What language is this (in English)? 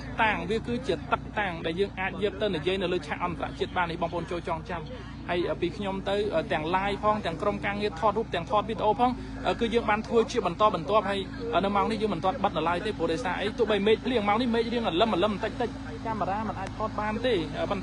Khmer